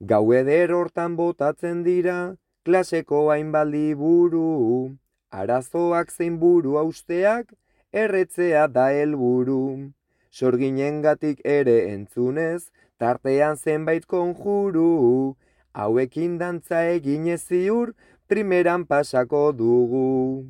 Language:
Basque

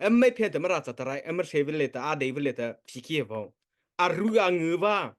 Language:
Mara Chin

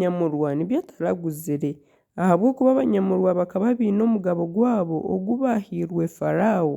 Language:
Nyankole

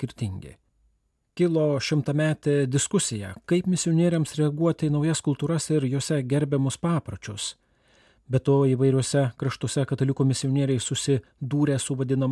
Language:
Lithuanian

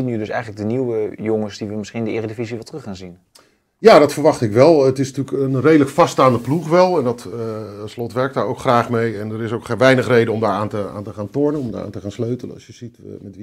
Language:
Dutch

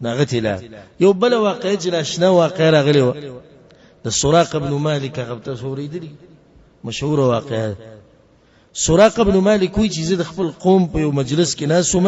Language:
Pashto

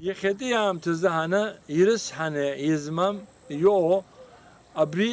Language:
Abkhazian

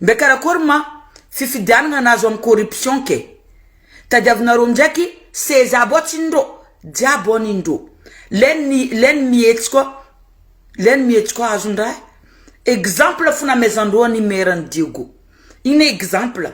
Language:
Malagasy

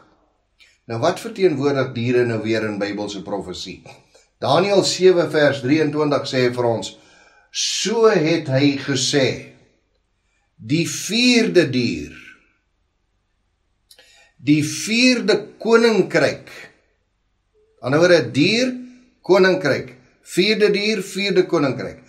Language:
Afrikaans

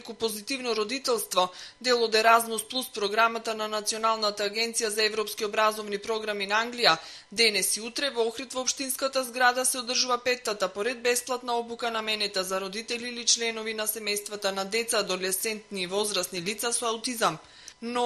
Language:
Macedonian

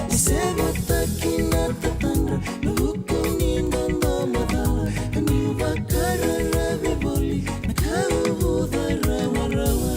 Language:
Fijian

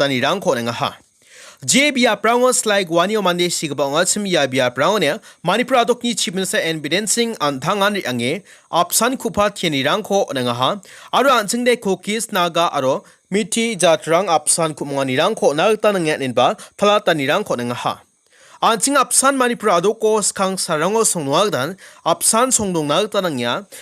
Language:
Garo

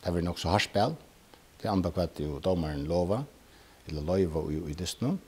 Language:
Faroese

